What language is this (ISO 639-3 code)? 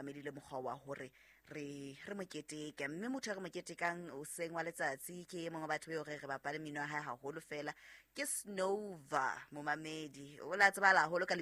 sot